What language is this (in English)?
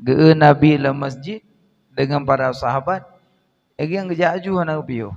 Achinese